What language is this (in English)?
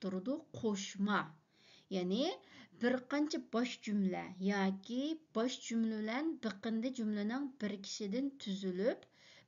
Uyghur